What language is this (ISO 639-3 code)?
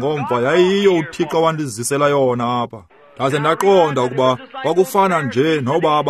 xho